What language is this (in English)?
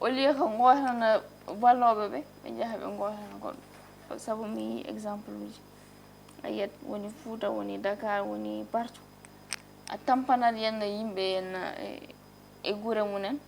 Fula